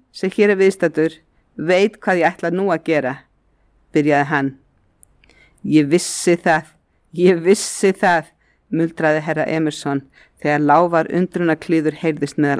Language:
Icelandic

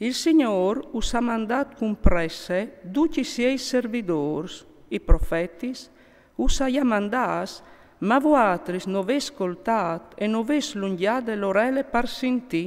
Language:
Friulian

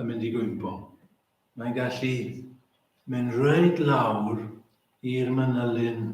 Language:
Welsh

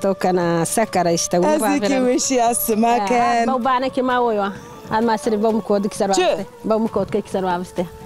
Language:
Zaza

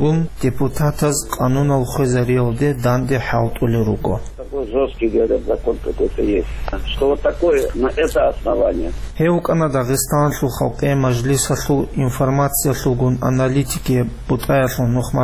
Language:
Avaric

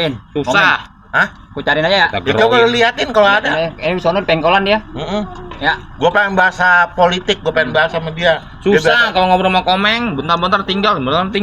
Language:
Betawi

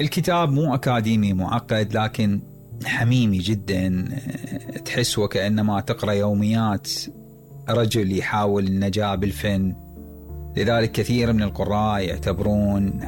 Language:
Mesopotamian Arabic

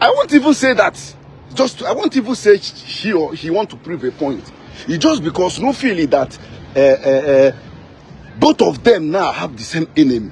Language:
Igbo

